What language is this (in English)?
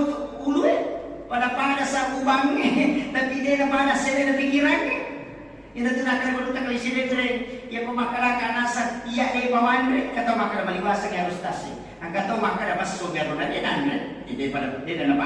Buginese